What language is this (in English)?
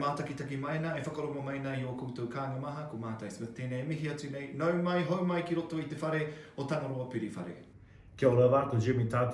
Māori